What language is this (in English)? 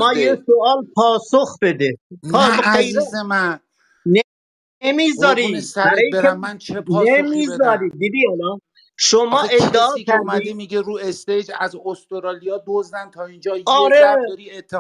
Persian